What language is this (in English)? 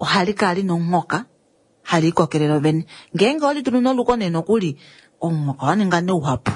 Kuanyama